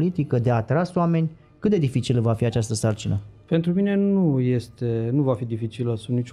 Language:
Romanian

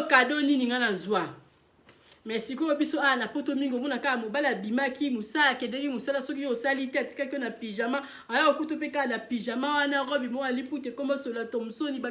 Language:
Lingala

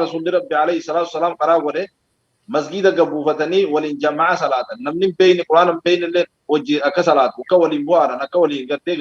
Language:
Oromo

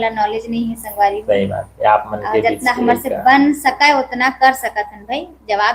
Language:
Chhattisgarhi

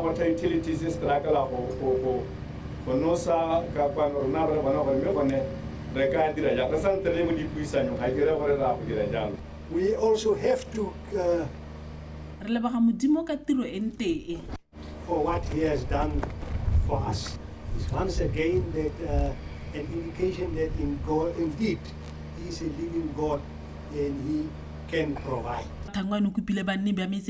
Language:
Tswana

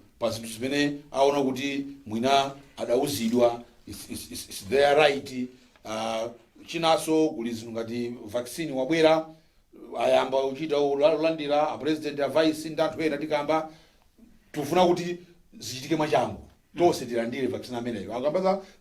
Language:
Nyanja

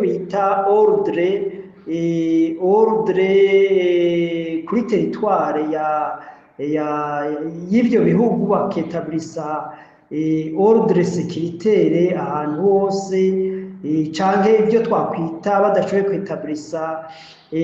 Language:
Rundi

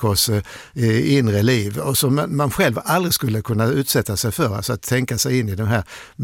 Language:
Swedish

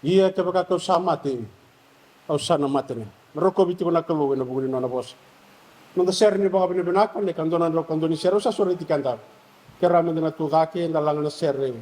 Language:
Fijian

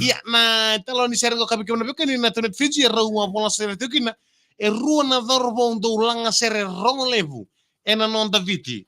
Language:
Fijian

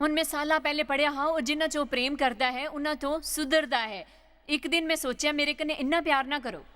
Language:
Dogri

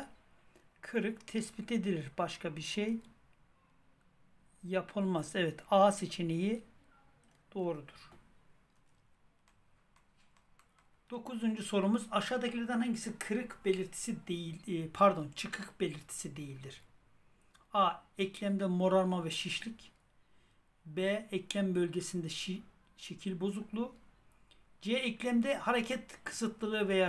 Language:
Turkish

